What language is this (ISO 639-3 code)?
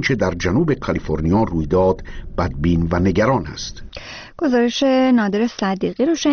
fas